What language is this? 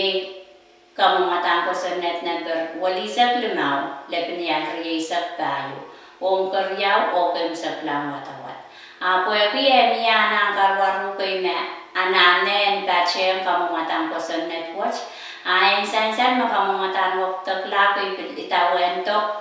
Pohnpeian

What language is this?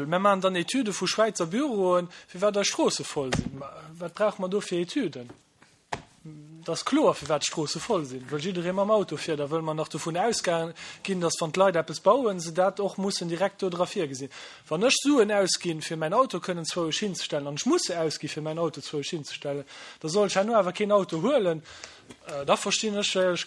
Luxembourgish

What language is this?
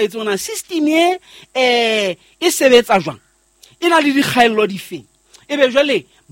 Southern Sotho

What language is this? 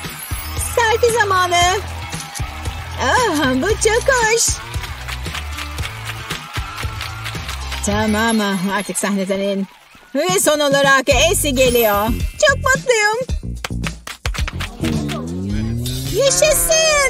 Turkish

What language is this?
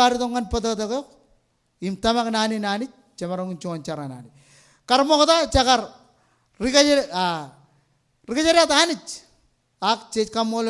Marshallese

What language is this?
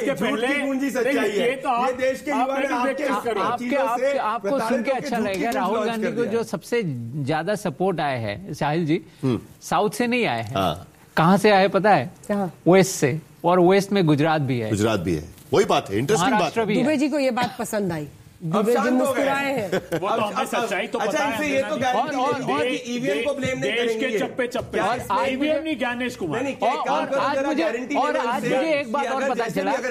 Hindi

